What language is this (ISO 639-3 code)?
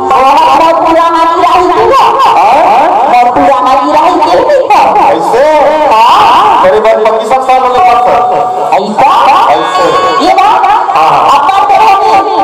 hne